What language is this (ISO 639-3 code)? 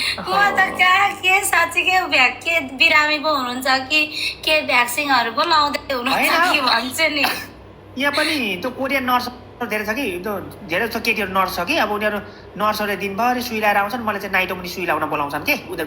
nep